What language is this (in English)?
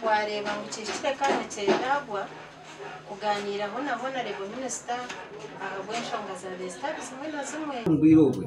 Nyankole